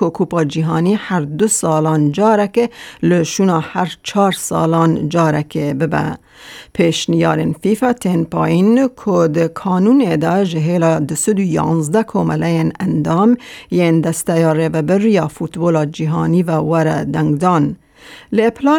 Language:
Kurdish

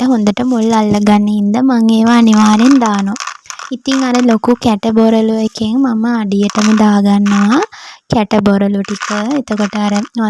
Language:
Sinhala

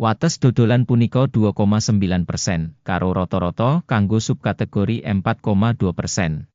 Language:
Javanese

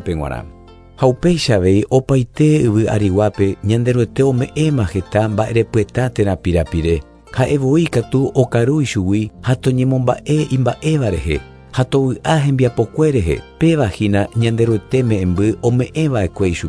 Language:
Guarani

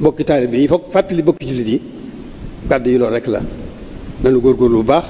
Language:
Wolof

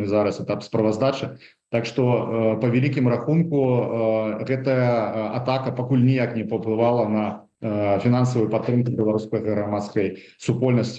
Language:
Belarusian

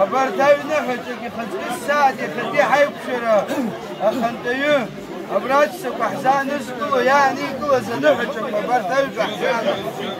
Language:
Abkhazian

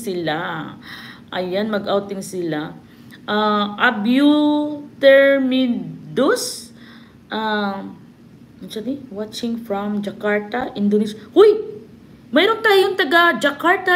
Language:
Filipino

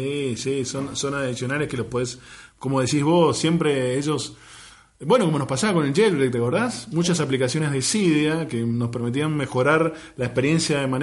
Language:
Spanish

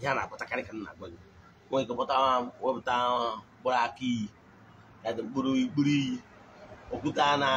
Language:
Igbo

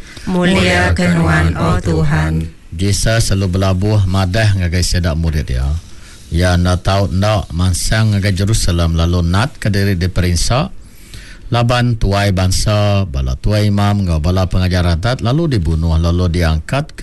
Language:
Iban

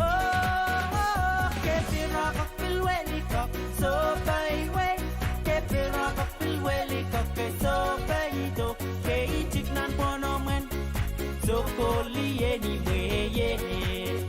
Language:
Pohnpeian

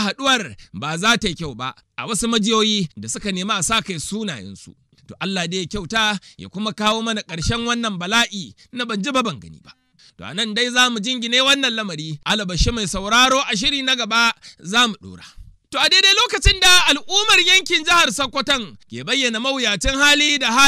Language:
Hausa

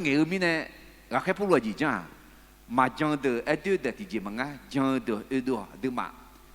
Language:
Akha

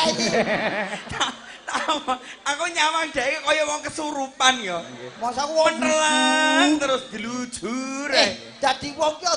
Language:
Javanese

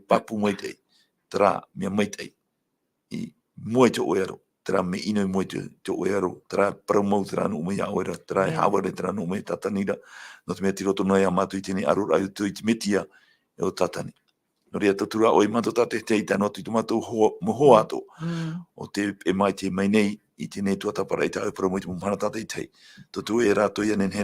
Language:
Tahitian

